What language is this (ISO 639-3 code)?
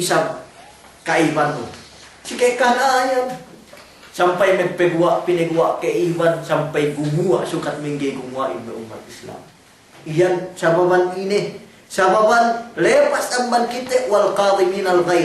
yka